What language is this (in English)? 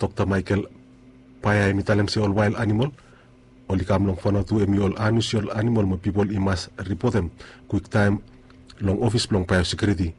Bislama